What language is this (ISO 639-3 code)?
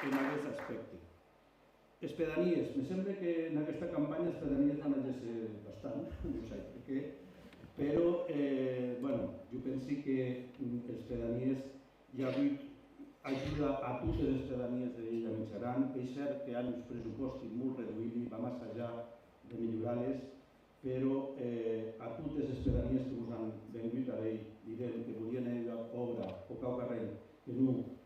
oci